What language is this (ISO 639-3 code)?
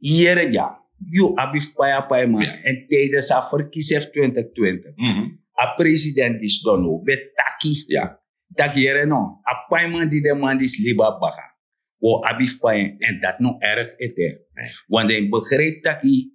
srn